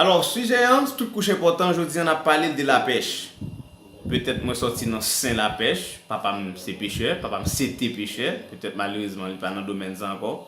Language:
Haitian Creole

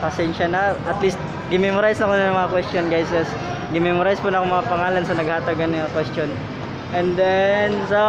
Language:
Cebuano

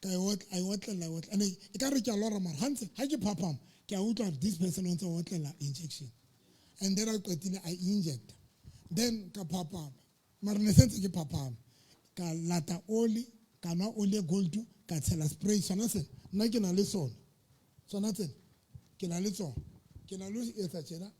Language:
Southern Sotho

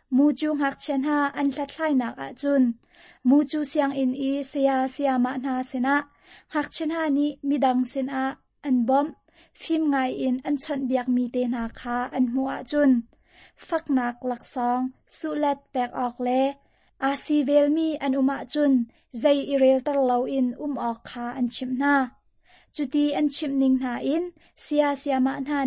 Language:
Hakha Chin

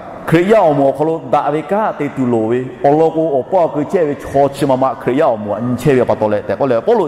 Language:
Lahu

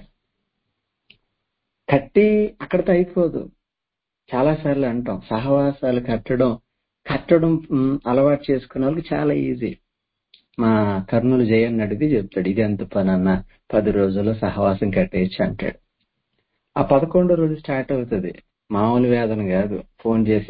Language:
Telugu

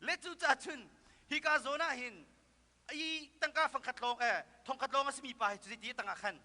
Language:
Hakha Chin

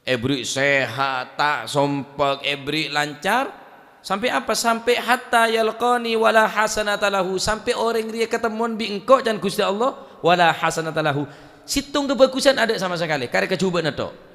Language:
Madurese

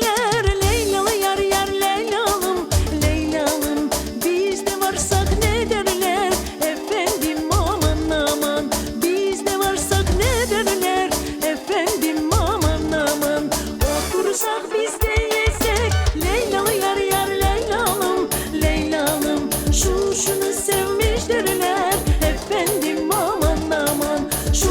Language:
Crimean Tatar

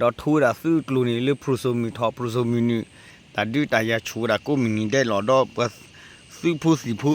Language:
S'gaw Karen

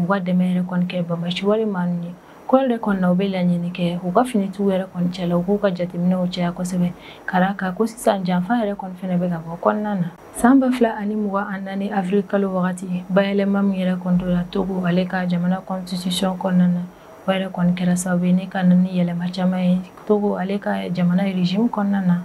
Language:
Bambara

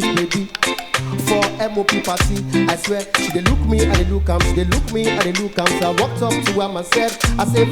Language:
Nigerian Pidgin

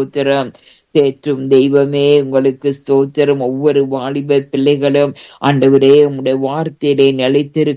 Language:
Tamil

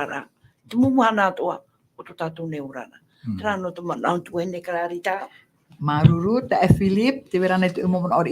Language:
Tahitian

